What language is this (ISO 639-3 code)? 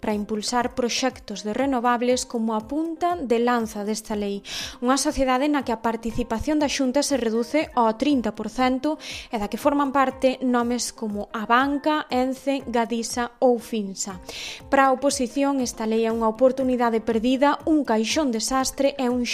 glg